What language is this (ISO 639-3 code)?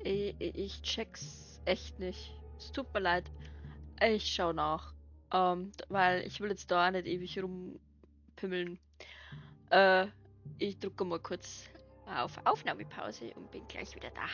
bar